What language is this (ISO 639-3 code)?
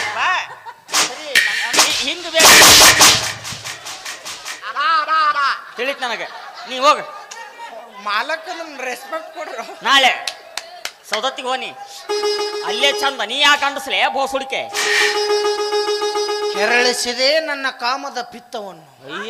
kan